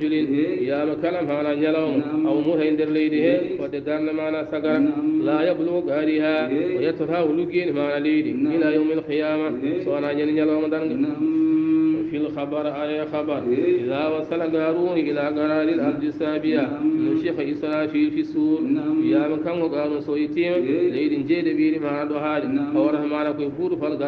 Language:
Fula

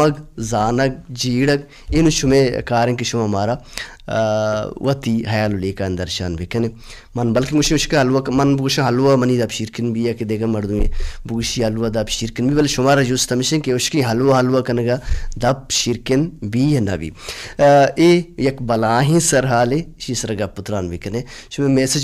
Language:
Baluchi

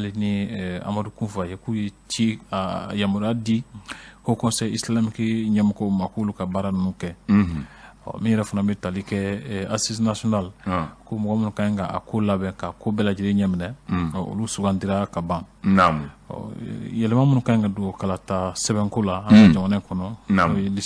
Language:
Bambara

